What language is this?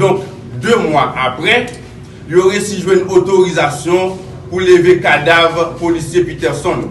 Haitian Creole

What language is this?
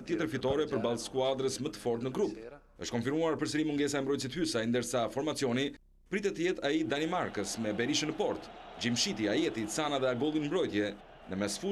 Albanian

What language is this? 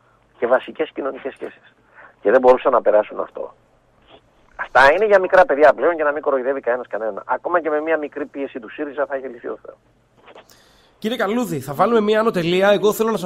Greek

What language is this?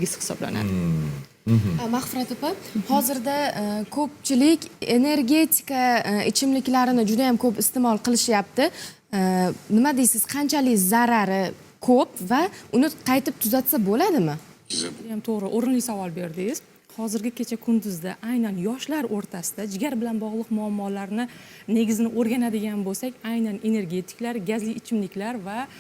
Uzbek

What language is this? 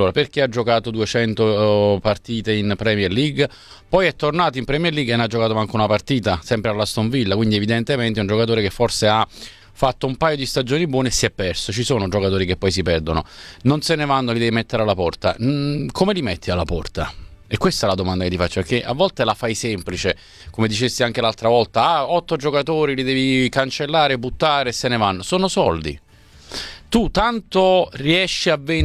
Italian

